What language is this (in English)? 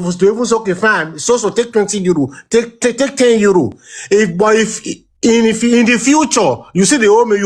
Nigerian Pidgin